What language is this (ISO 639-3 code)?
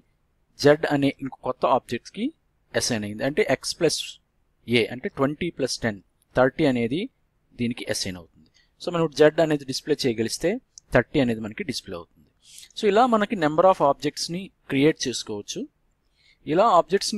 tel